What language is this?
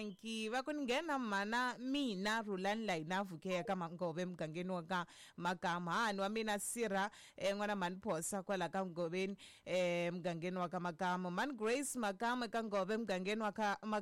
Tsonga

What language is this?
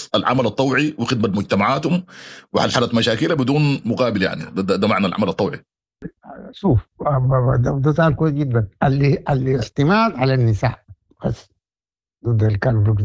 Sudanese Arabic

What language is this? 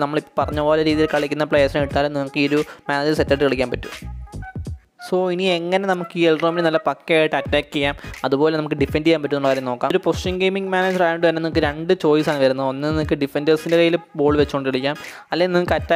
Malayalam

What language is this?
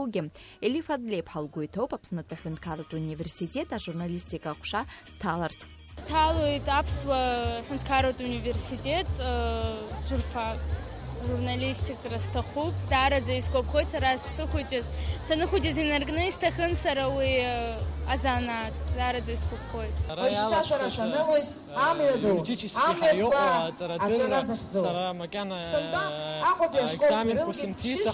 Abkhazian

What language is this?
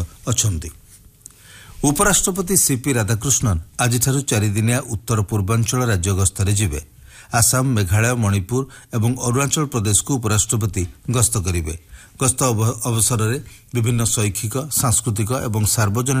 Odia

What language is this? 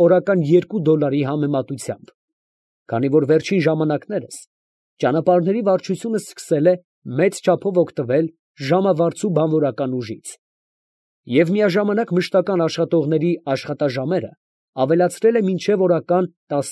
Armenian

